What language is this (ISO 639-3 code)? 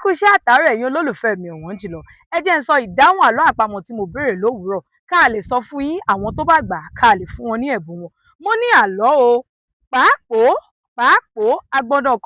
yor